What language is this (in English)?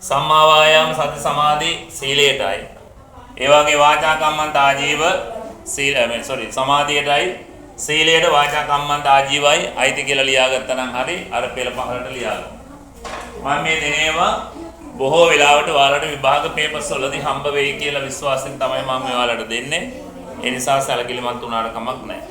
Sinhala